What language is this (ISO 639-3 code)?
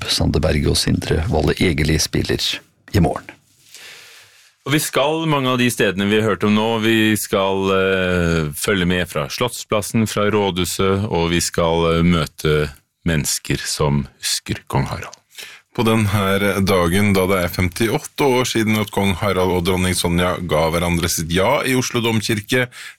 nor